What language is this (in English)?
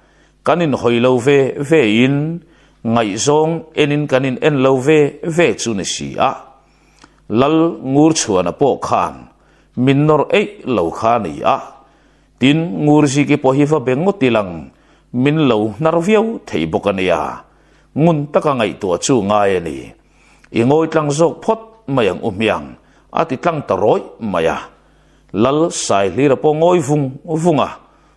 Mizo